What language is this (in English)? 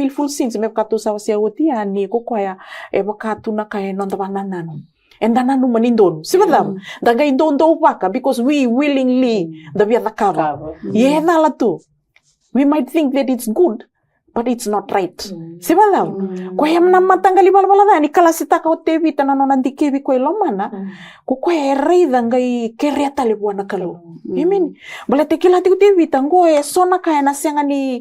Fijian